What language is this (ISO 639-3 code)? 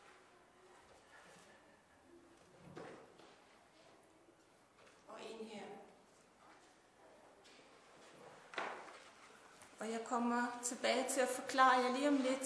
dan